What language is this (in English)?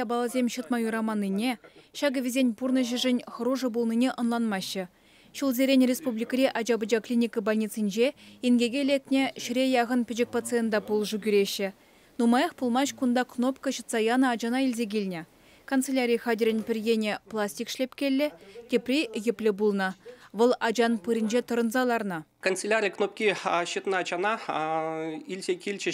Chuvash